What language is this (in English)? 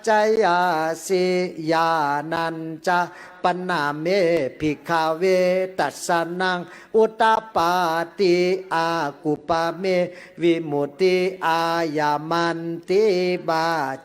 Pali